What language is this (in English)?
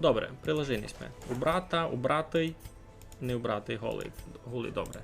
Rusyn